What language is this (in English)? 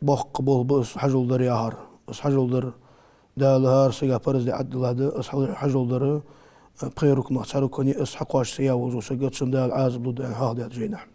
Ingush